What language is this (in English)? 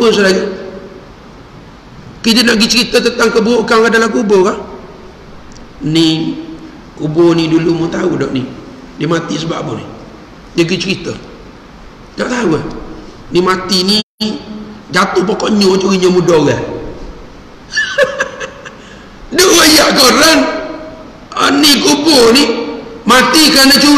Malay